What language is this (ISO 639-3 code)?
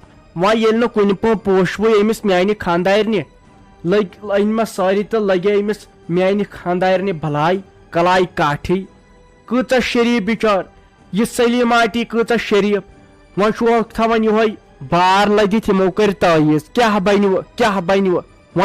kas